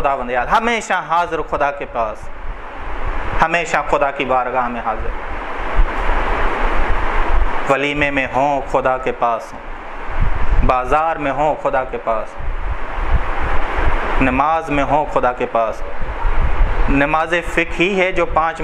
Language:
Urdu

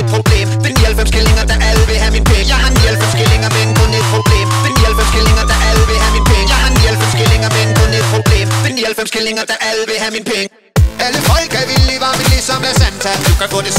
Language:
Danish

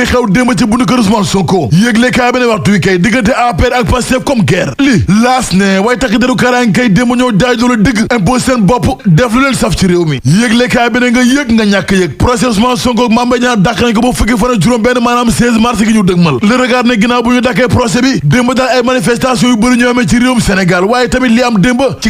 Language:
Wolof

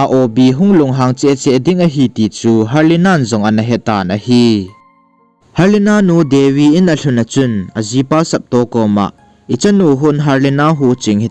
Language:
Thado Chin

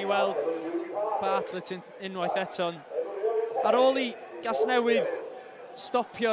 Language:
Welsh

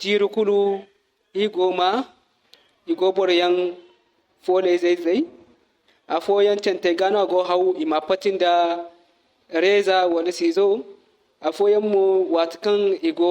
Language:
Zarma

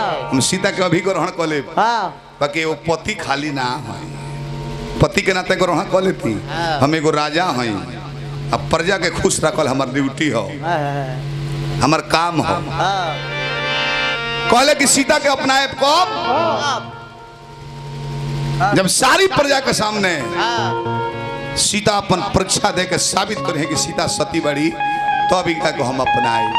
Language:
Bhojpuri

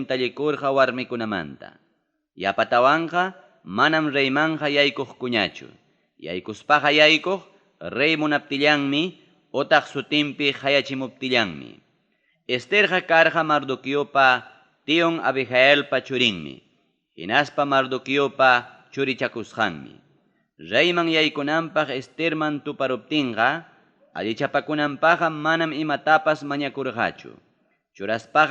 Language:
Ayacucho Quechua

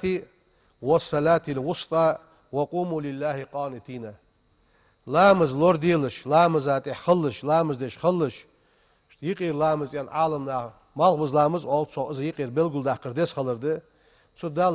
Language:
Ingush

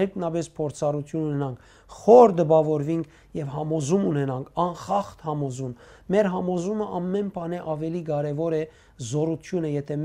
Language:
Western Armenian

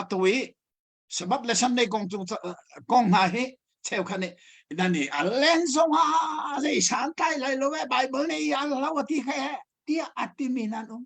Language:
Hakha Chin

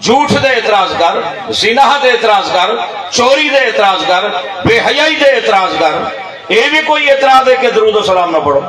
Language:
Saraiki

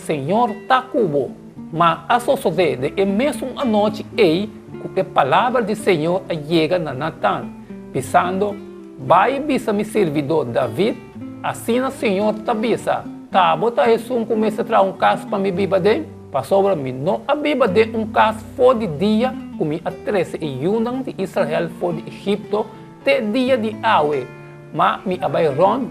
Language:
Papiamento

